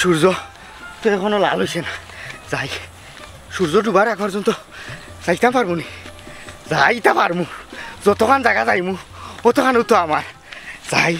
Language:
Sylheti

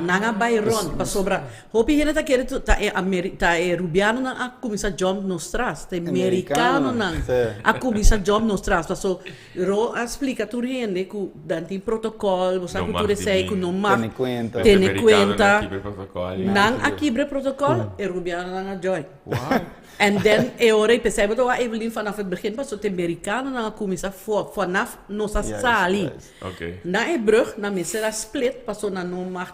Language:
Papiamento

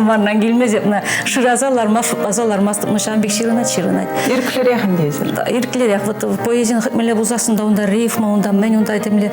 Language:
Chuvash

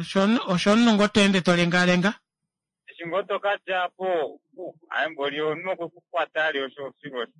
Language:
Kuanyama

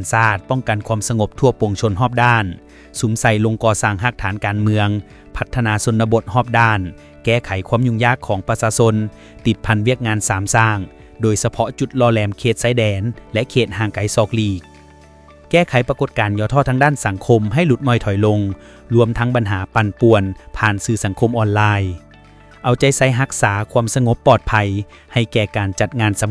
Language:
Lao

